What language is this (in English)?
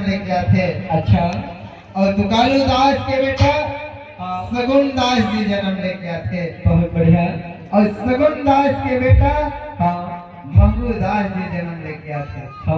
Chhattisgarhi